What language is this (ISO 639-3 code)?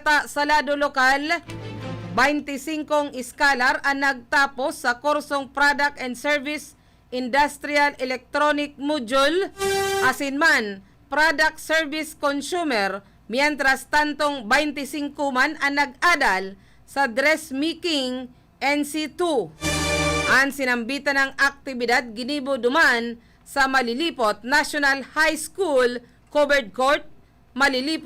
bik